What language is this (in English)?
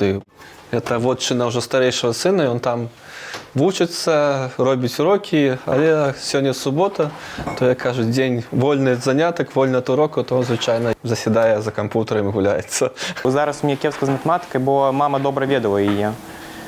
Belarusian